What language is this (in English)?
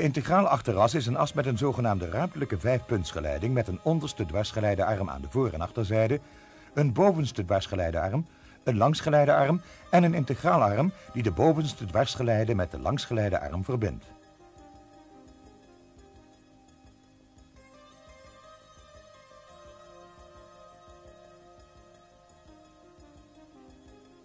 Dutch